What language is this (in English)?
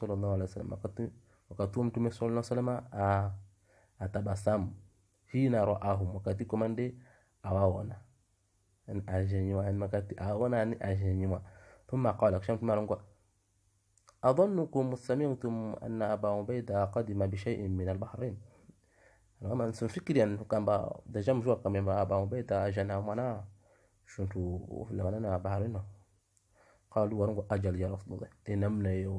Swahili